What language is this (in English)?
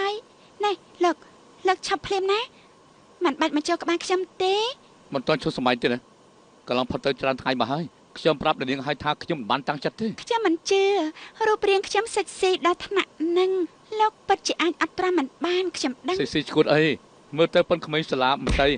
Khmer